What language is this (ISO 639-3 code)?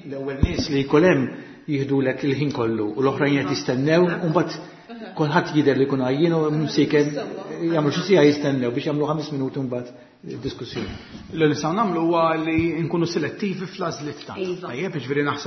mlt